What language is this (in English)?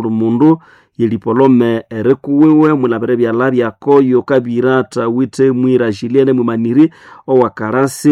Nande